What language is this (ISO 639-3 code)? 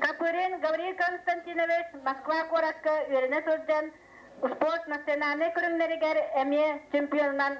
sah